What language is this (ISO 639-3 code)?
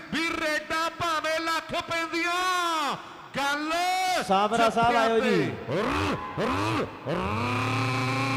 pan